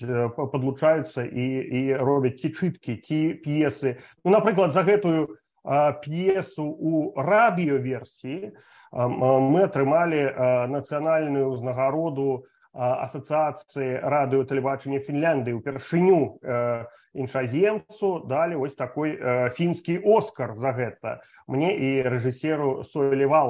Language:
Belarusian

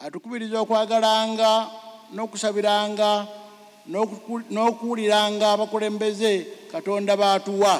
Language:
Ganda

